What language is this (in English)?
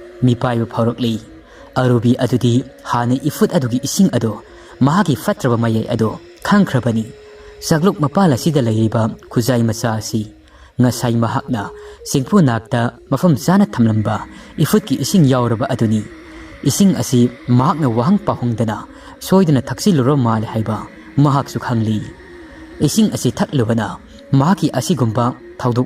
Manipuri